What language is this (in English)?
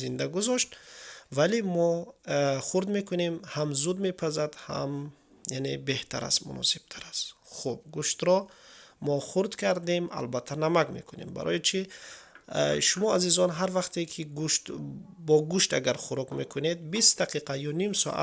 Tajik